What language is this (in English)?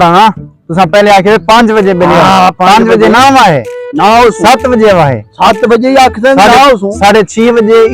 Saraiki